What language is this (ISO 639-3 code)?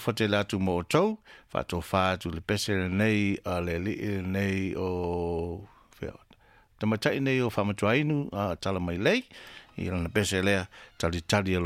smo